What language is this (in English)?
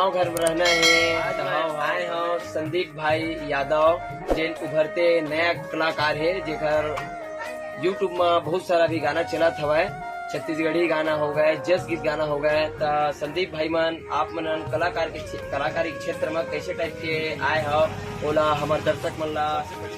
Chhattisgarhi